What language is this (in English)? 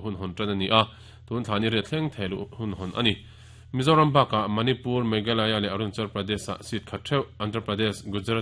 Mizo